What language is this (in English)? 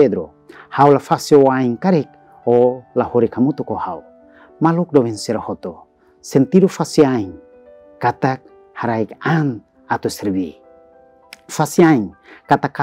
Tetum